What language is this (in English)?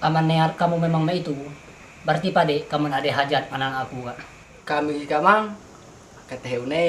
Musi